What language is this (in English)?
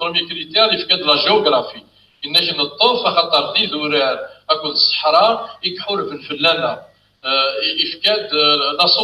Kabyle